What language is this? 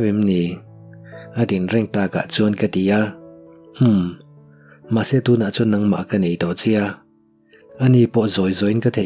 Mizo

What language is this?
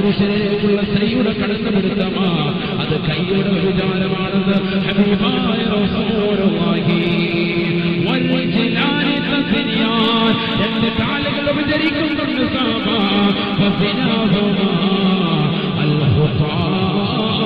Malayalam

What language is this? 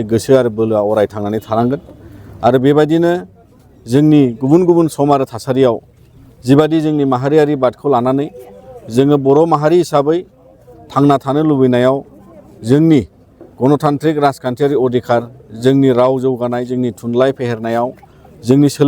Bodo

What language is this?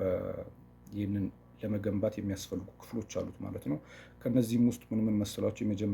Amharic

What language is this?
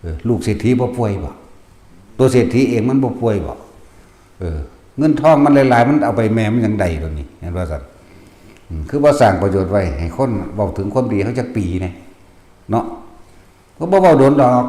Northeastern Thai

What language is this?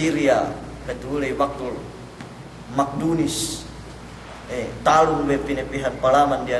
Yakan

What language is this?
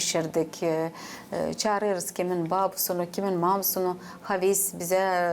Gagauz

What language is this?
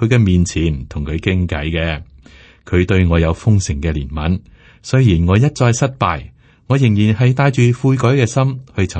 Cantonese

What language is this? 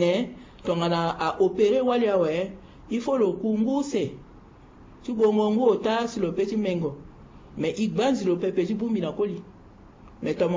Sango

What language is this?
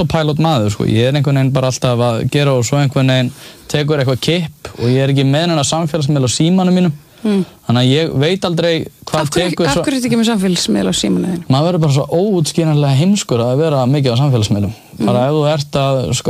Icelandic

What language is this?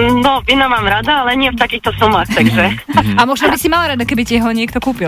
Slovak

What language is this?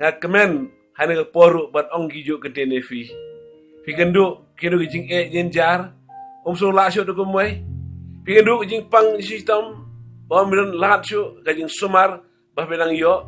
Khasi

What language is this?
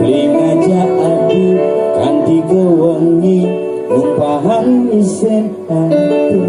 Balinese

